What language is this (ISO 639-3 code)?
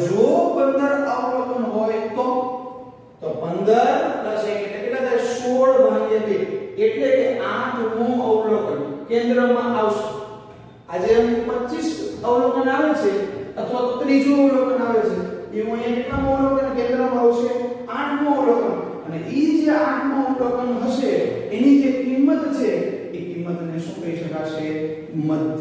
guj